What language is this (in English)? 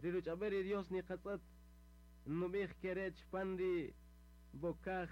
Kaqchikel